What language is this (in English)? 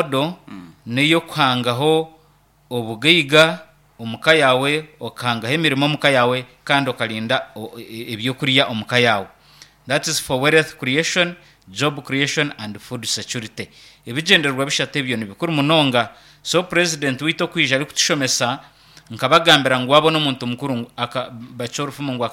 Nyankole